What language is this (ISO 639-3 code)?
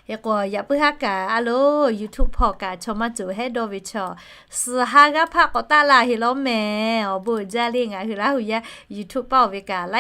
lhu